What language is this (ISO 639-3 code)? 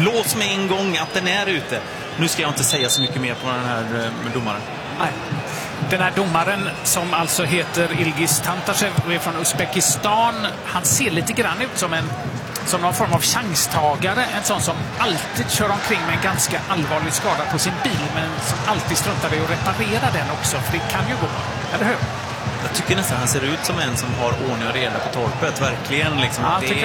swe